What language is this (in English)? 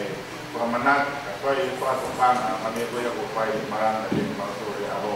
Tongan